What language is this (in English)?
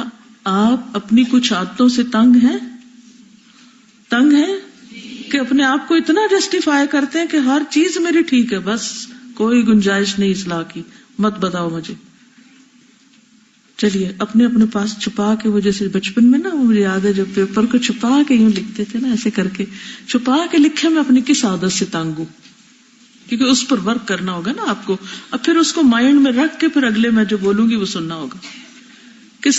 Urdu